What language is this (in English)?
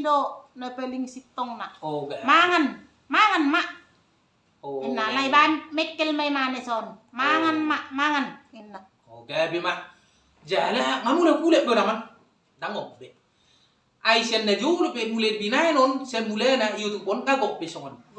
Batak Toba